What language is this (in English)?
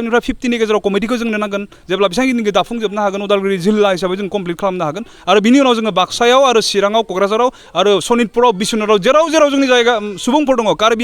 Bodo